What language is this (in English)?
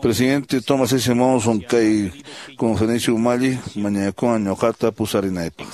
Quechua